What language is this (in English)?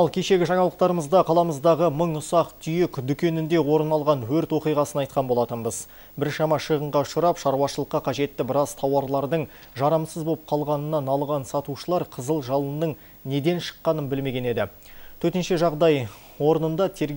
Kazakh